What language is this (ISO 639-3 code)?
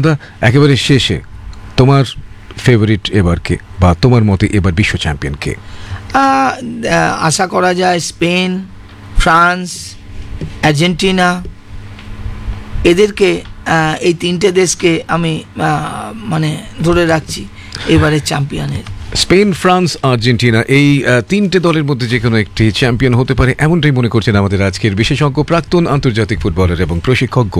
ben